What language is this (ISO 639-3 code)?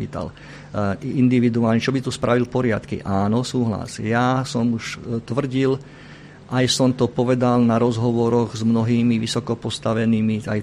slk